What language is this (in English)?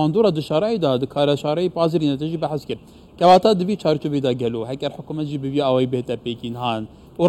Kurdish